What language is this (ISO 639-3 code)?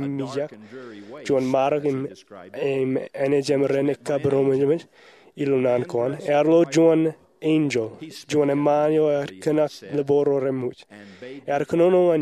mah